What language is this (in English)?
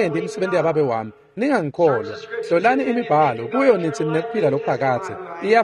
Swati